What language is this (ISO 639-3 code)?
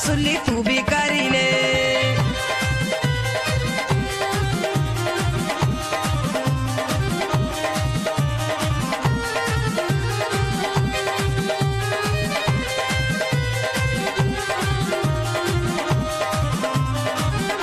bho